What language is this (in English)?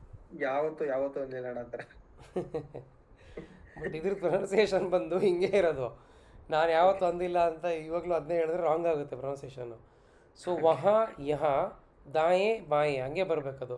Kannada